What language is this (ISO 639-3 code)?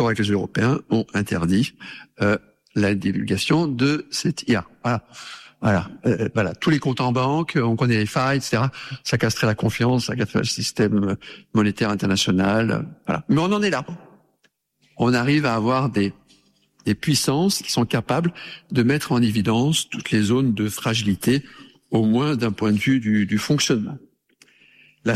fra